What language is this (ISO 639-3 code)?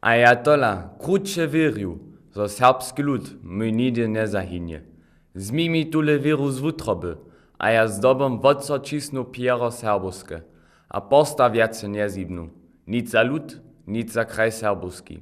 hsb